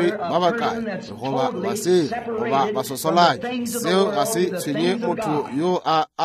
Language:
Northern Sotho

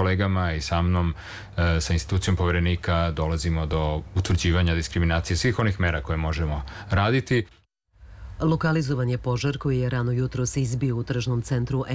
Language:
Serbian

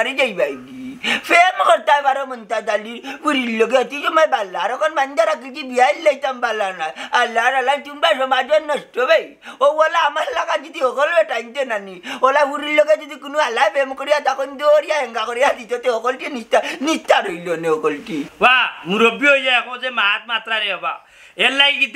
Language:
Sylheti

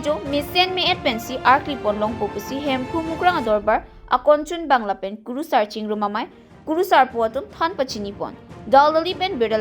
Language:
Karbi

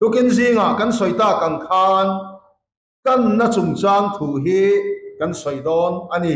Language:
Mizo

